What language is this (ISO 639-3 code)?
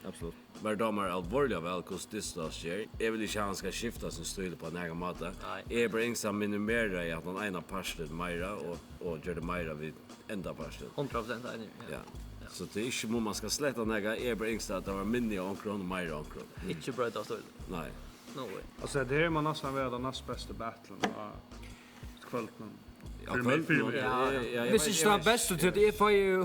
fao